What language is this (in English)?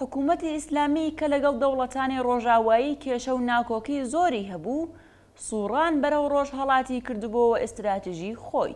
Central Kurdish